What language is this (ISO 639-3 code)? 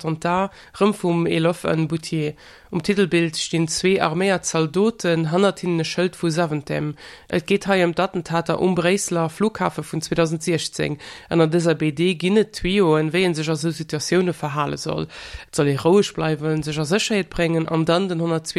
ltz